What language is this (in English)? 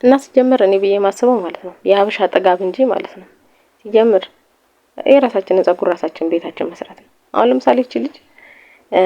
Amharic